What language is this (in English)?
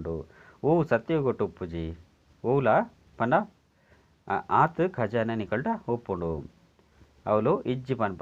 Tulu